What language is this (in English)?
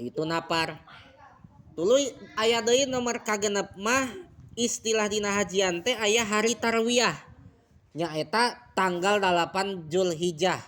Sundanese